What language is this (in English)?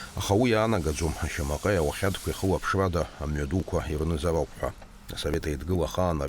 Abkhazian